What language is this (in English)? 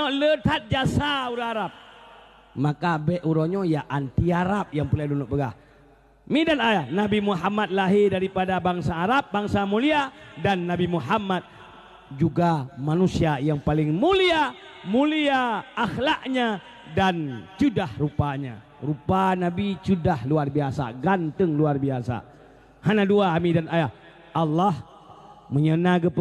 Achinese